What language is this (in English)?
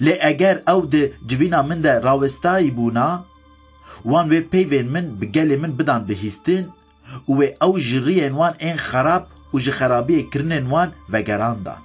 Kurdish